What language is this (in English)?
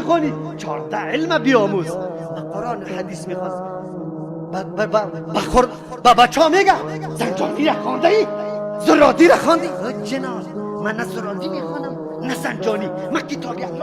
Persian